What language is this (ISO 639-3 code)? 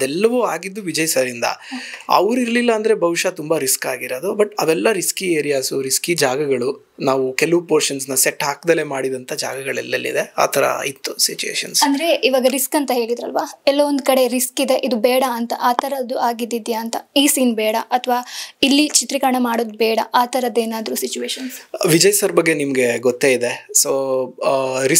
kan